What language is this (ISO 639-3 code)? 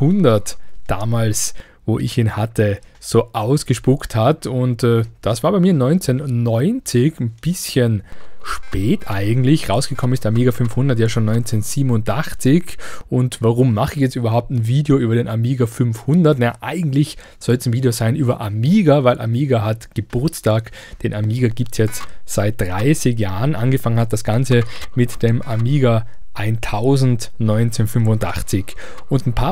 deu